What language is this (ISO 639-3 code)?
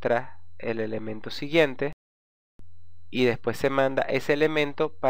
spa